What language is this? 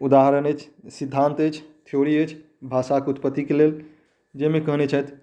Maithili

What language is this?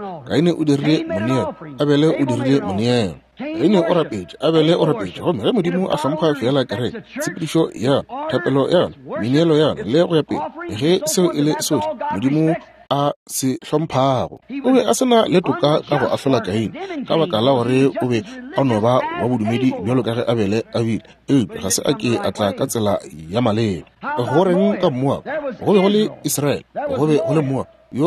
Northern Sotho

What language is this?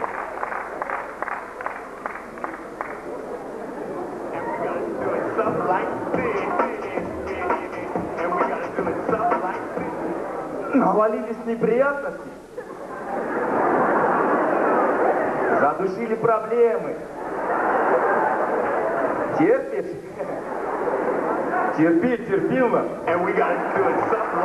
Russian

